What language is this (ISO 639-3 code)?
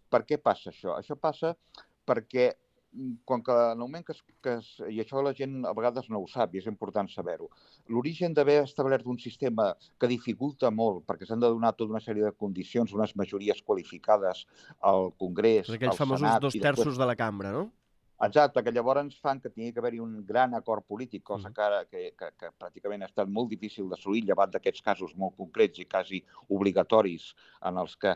cat